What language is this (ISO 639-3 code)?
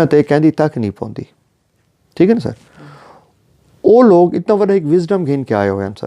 skr